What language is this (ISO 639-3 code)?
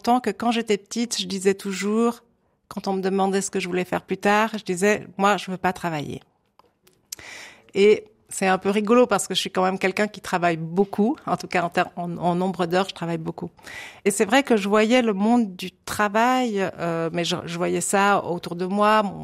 fra